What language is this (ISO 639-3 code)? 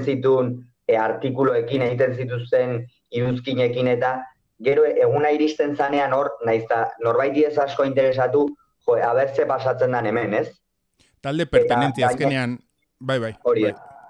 eus